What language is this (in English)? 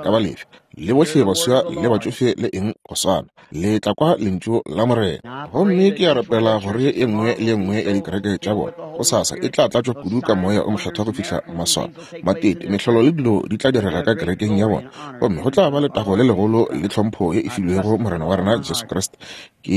Northern Sotho